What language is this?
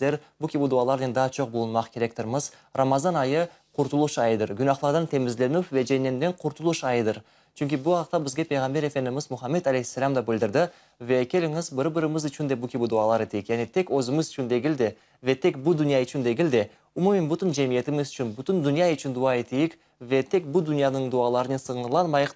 Crimean Tatar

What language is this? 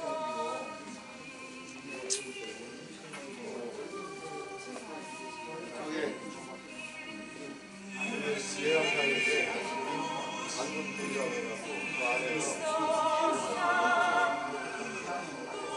Korean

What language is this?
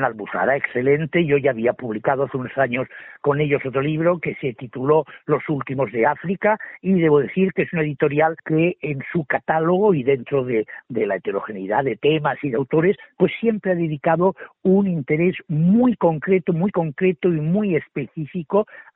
Spanish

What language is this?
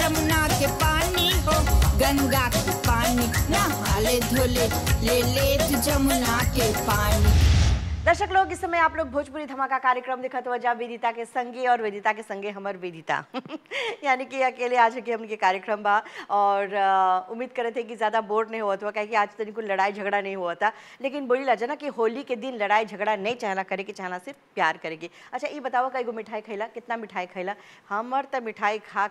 Bhojpuri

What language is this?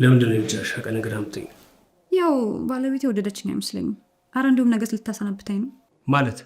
Amharic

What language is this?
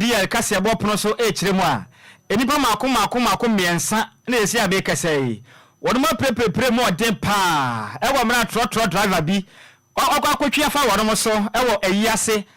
Akan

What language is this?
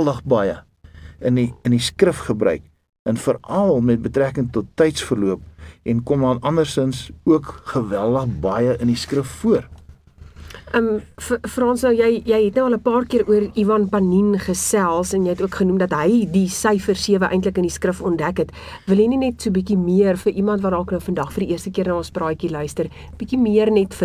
Afrikaans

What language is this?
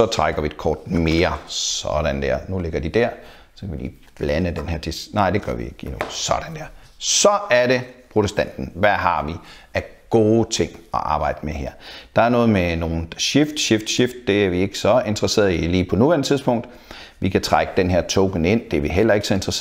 Danish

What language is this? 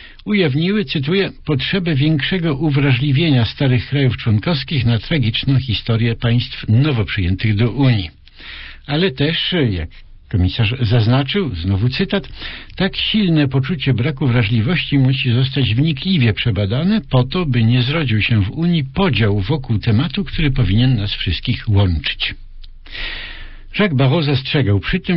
Polish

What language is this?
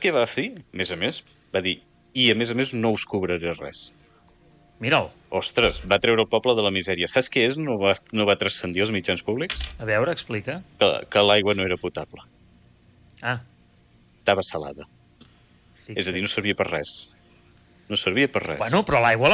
Catalan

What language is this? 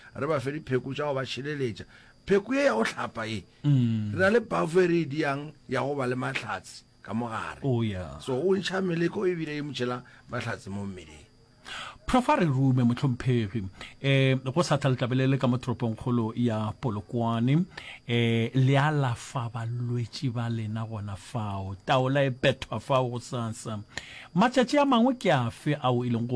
Northern Sotho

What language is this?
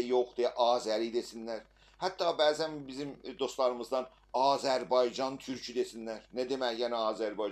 South Azerbaijani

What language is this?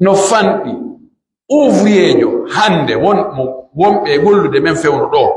Pular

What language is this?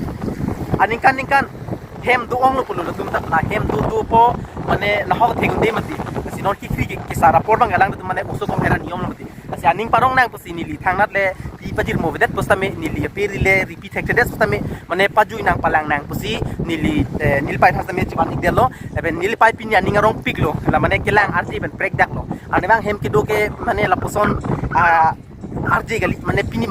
Karbi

